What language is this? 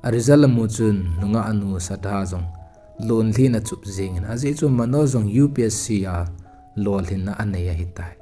Thado Chin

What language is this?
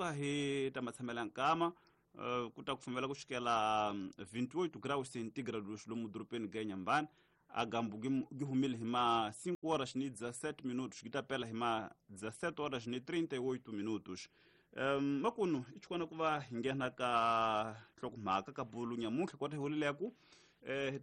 Tsonga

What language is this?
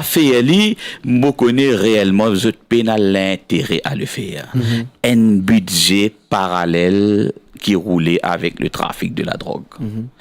Morisyen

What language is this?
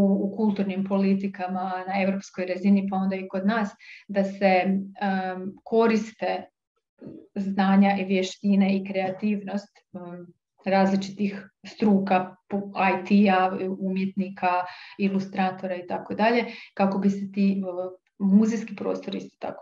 Croatian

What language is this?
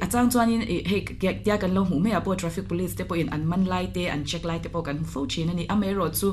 Mizo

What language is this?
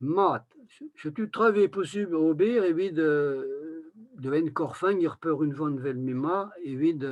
Breton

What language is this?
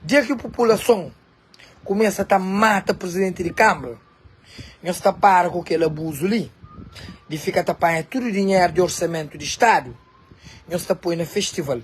Kabuverdianu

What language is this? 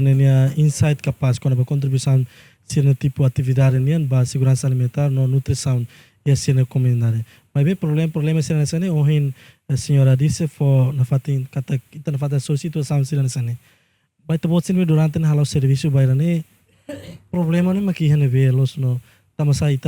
Tetum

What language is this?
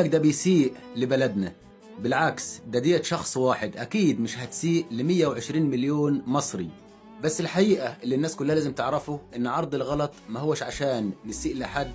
Egyptian Arabic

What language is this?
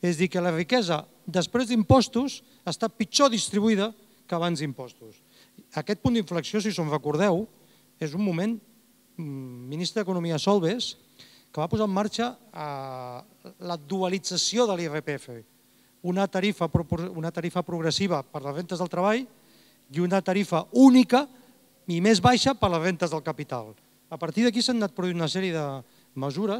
Catalan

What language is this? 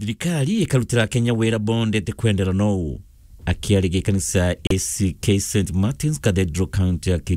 Meru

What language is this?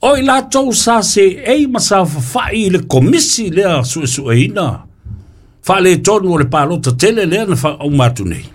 Samoan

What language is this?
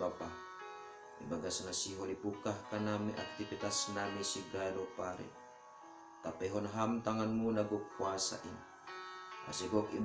Batak Simalungun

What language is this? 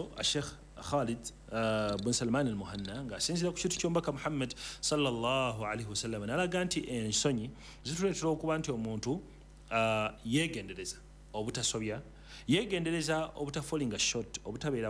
Ganda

